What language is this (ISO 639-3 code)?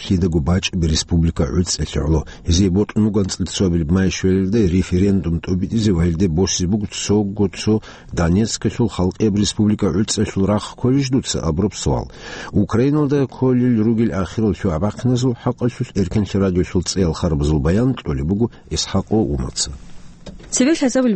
ava